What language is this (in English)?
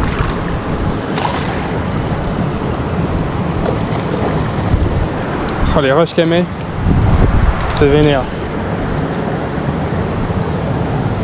French